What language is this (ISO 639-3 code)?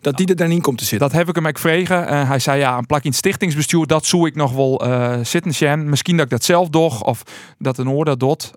fry